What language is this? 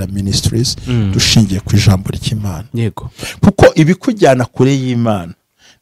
Kinyarwanda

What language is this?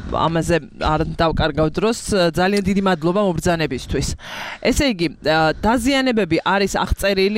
Georgian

